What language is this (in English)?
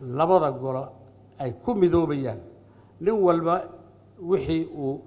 Somali